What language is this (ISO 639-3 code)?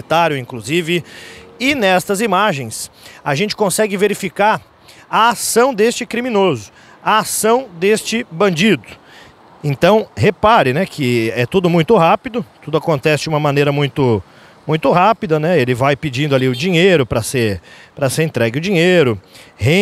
por